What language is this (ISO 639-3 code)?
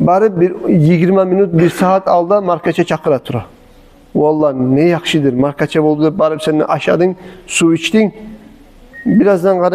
kum